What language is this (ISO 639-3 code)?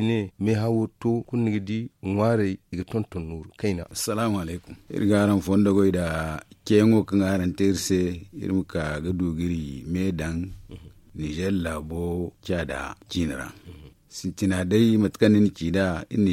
dje